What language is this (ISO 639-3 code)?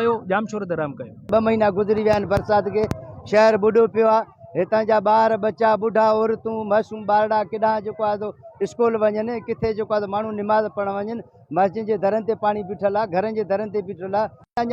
snd